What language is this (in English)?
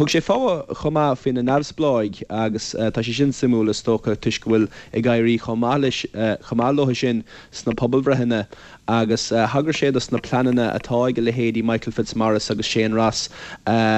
Irish